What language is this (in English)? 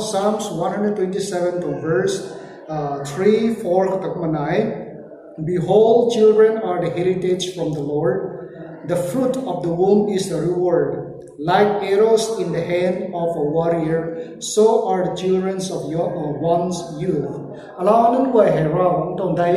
Rongmei Naga